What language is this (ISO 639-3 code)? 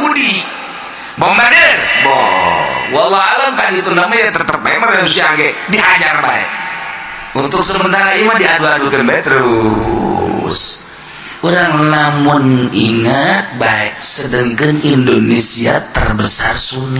sun